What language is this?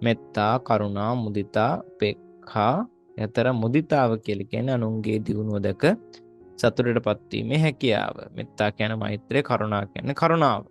Sinhala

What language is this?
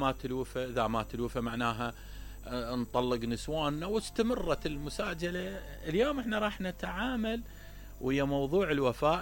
Mesopotamian Arabic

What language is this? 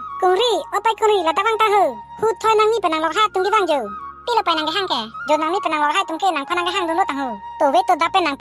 Karbi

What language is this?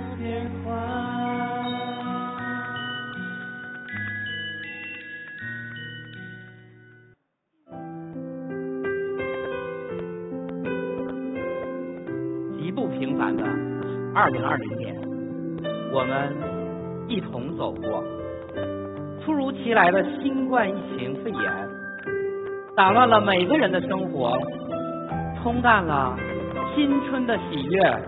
Chinese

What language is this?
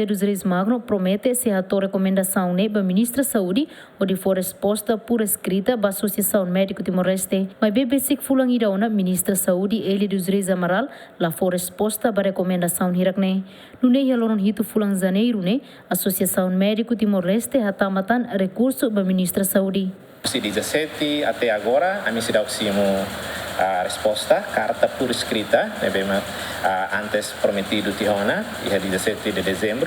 Tetum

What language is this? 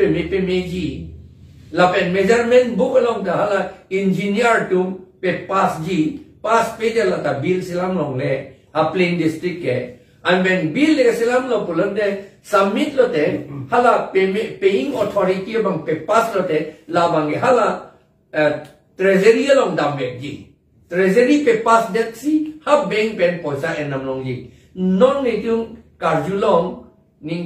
Karbi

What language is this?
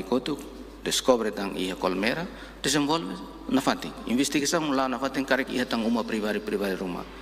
Tetum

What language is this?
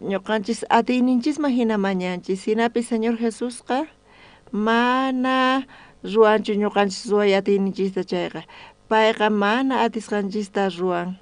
South Bolivian Quechua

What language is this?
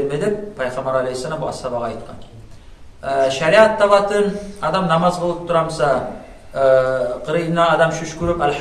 Kumyk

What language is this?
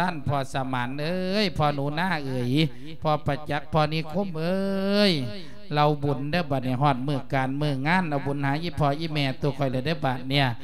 Lao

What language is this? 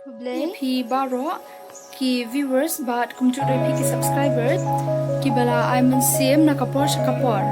Khasi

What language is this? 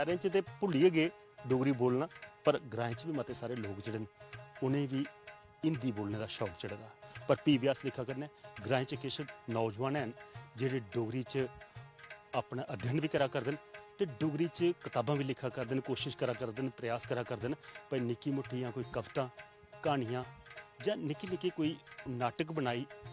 Dogri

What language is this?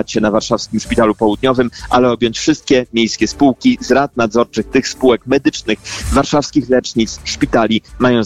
Polish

